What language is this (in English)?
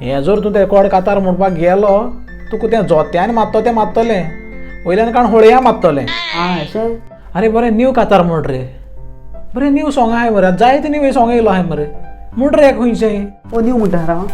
Konkani